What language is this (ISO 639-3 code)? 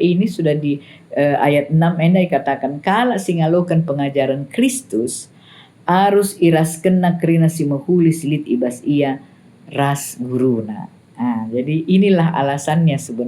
btx